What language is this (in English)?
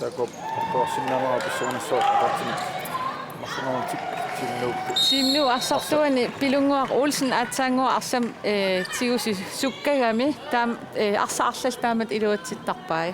Kalaallisut